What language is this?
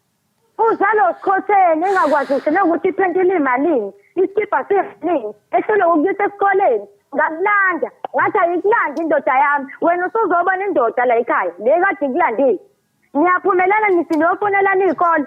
Zulu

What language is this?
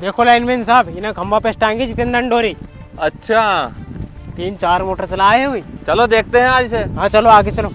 Rajasthani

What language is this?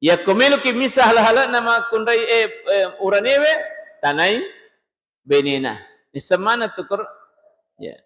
Buginese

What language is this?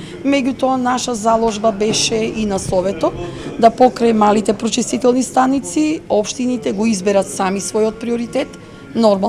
Macedonian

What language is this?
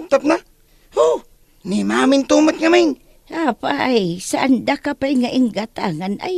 Iloko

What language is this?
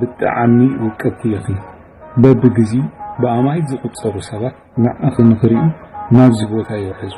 Tigrinya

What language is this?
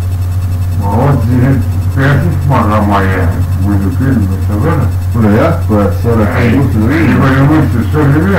Estonian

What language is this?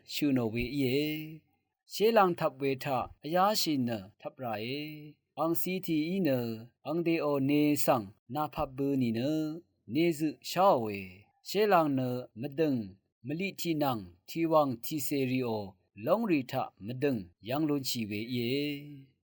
Rawang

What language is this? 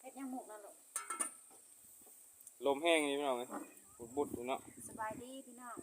Lao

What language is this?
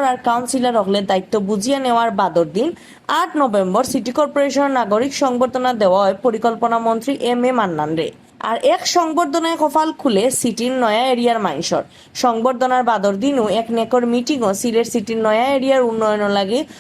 Sylheti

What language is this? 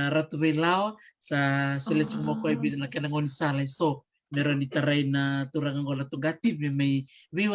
Fijian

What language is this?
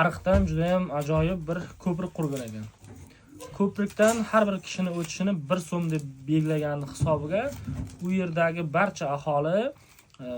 Uzbek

